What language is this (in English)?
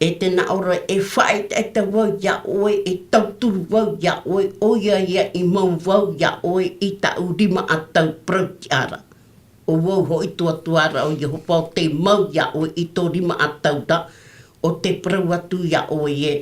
Tahitian